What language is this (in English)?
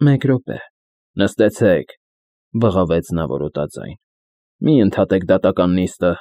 Armenian